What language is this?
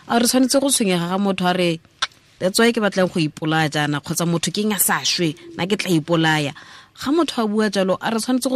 Tswana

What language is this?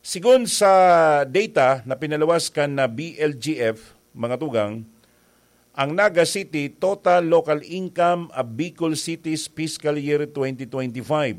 Bikol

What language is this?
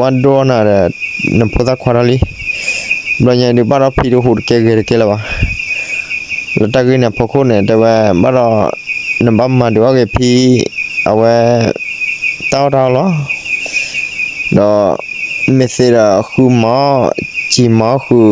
S'gaw Karen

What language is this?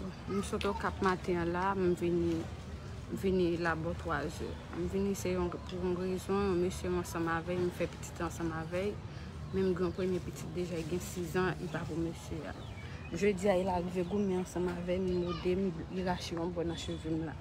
Haitian Creole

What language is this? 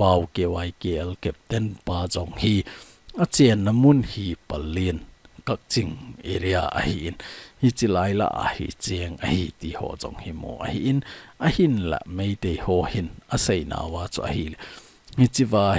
Thado Chin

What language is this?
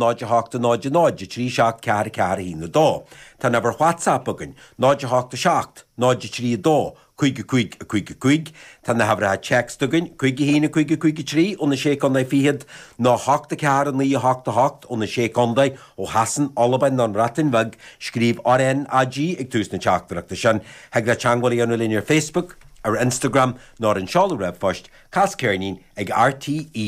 Irish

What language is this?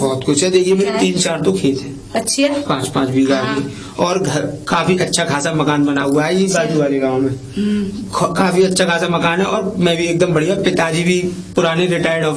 Hindi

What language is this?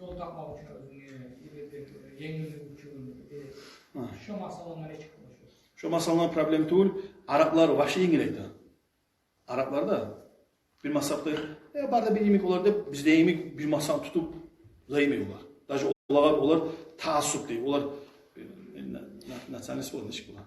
Kumyk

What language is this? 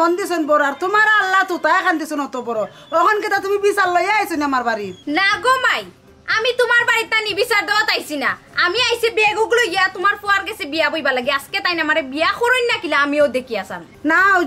Sylheti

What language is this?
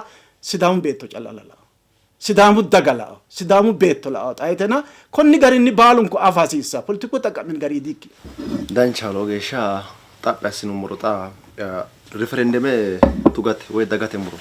Sidamo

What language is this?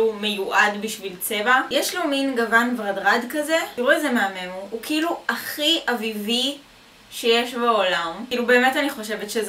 Hebrew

